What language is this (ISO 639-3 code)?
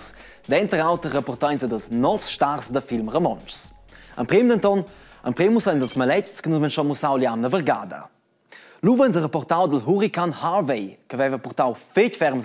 roh